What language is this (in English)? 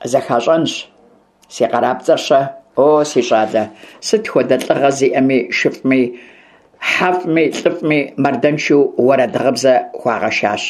Kabardian